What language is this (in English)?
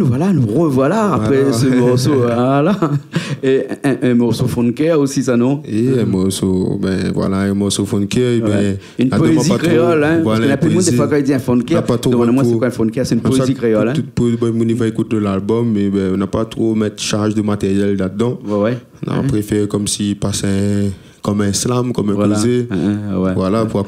Réunion Creole French